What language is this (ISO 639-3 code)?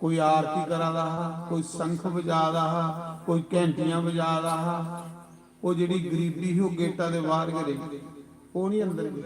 doi